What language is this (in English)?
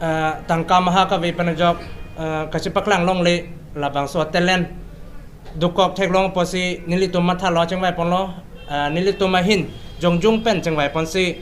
Karbi